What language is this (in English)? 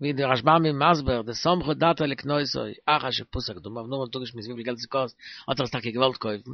Yiddish